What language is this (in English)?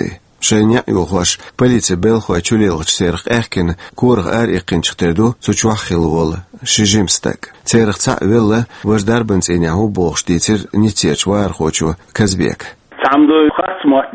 Chechen